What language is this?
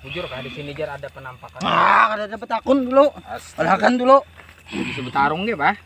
Banjar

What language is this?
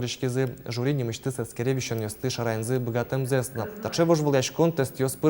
Udmurt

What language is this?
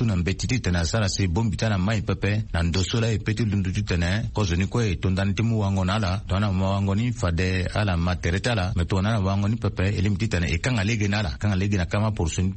Sango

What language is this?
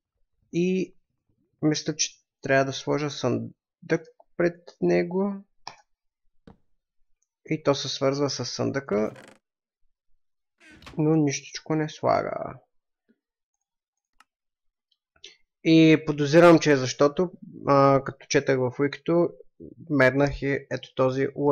Bulgarian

